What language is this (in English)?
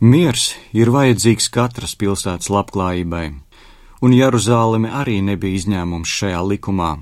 Latvian